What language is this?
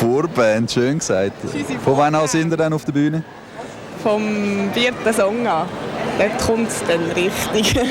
Swiss German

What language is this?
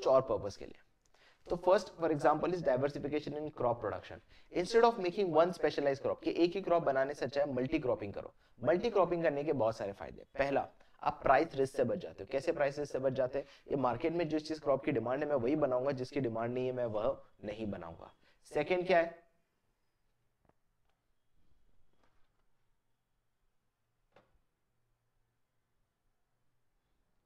Hindi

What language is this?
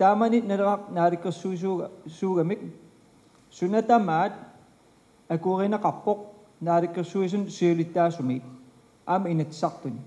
Kalaallisut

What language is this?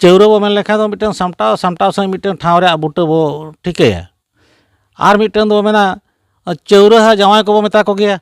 Santali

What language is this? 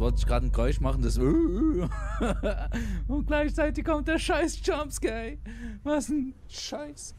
Swiss German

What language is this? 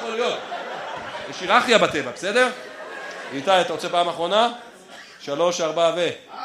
Hebrew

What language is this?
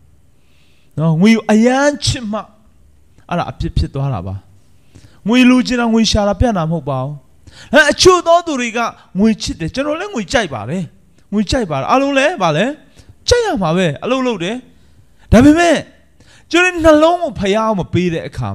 Burmese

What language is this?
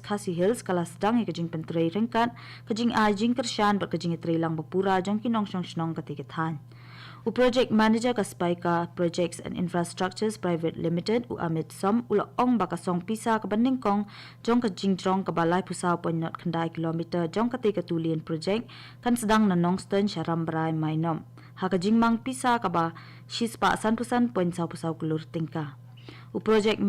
Khasi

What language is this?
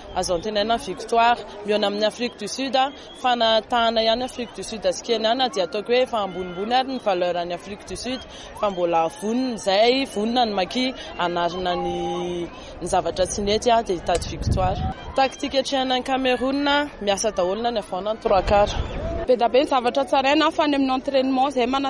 Malagasy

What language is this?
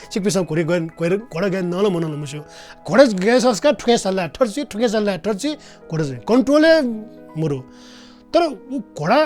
Newari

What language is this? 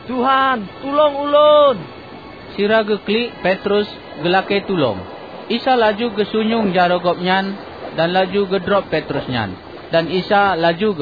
Achinese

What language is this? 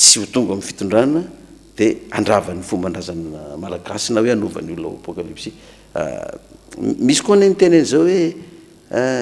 Malagasy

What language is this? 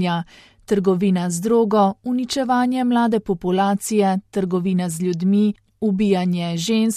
Slovenian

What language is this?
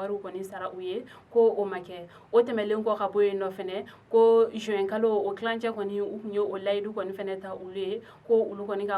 Bambara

